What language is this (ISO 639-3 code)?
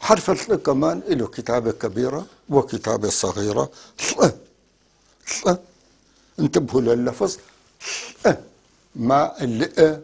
apc